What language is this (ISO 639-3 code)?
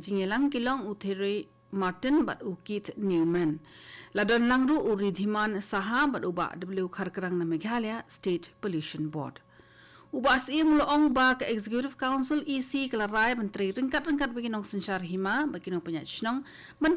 kha